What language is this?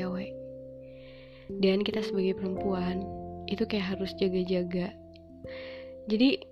Indonesian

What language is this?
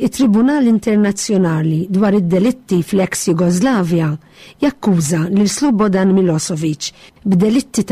Maltese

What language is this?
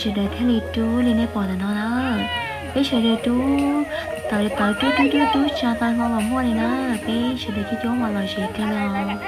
Hmong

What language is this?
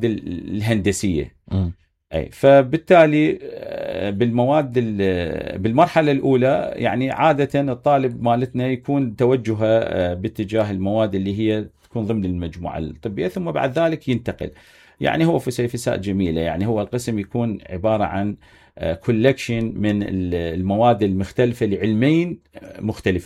Mesopotamian Arabic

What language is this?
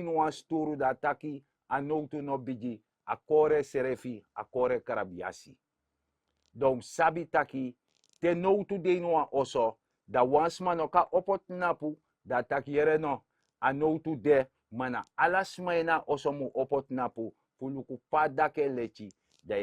Sranan Tongo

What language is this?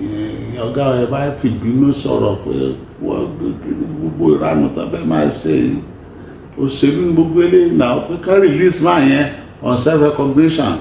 Yoruba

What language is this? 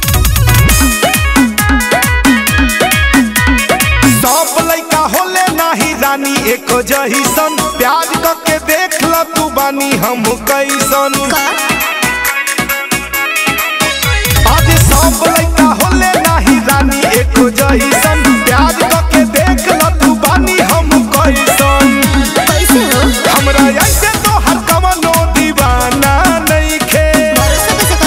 Bhojpuri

